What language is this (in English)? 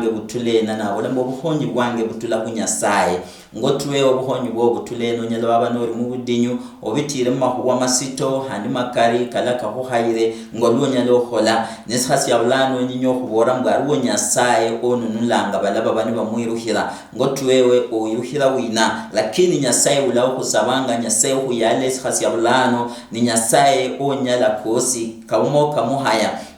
Luyia